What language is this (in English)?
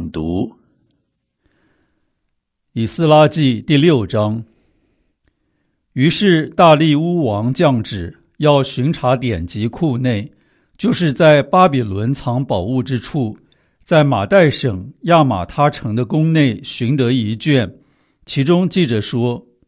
Chinese